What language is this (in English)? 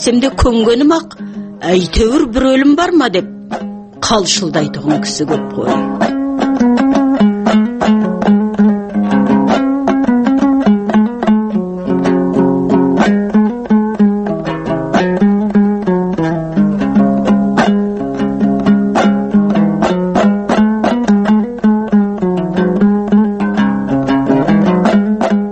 Kazakh